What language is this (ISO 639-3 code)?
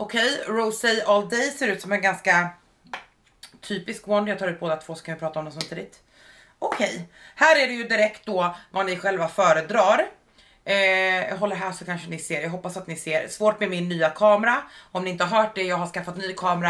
swe